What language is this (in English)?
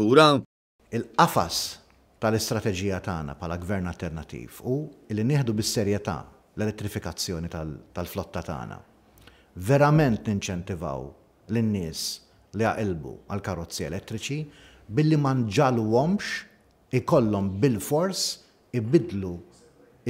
Maltese